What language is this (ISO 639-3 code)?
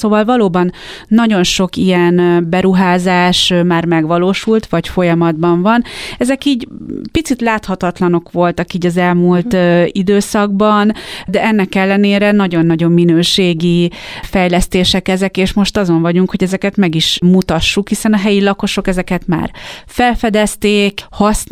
hun